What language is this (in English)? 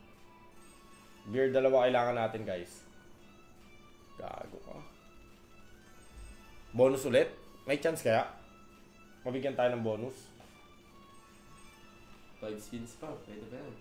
Filipino